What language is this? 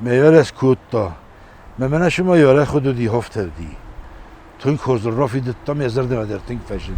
Ossetic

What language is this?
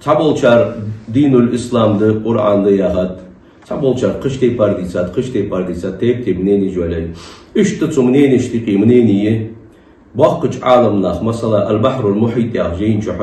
Ingush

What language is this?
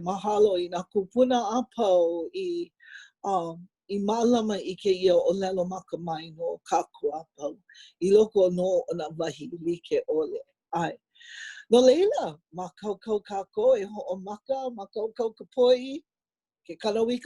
Hawaiian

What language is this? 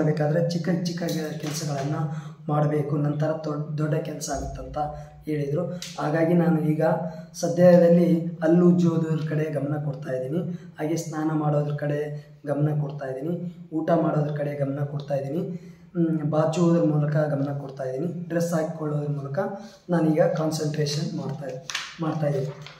Kannada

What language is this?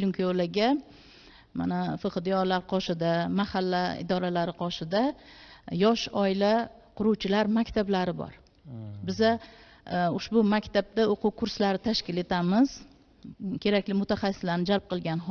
Uzbek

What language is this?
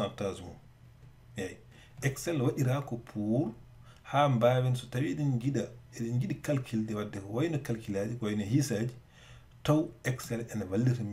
Fula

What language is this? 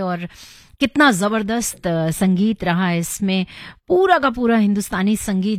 Hindi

